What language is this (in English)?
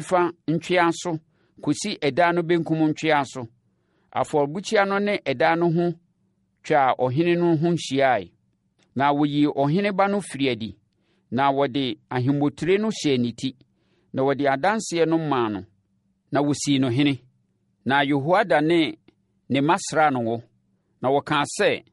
Akan